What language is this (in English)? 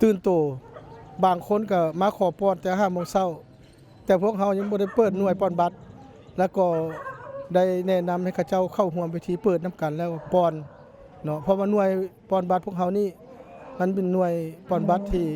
Lao